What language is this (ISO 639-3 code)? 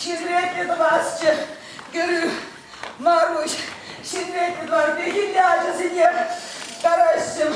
chv